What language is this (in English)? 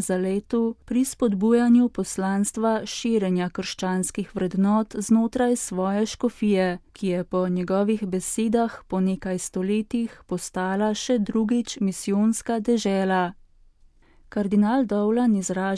Slovenian